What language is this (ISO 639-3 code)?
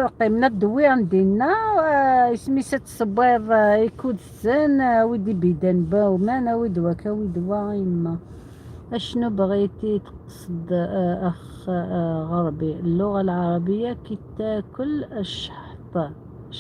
arq